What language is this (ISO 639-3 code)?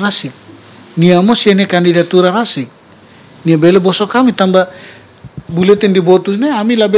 tet